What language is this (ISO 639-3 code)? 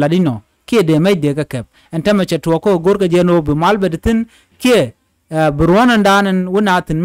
nus